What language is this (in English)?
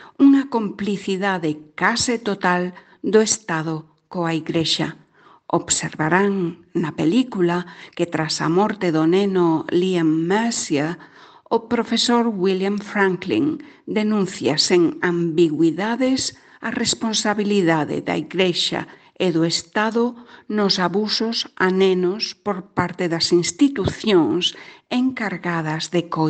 Galician